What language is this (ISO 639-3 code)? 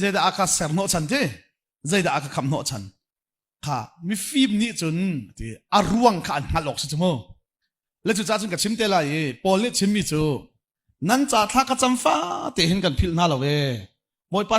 cnh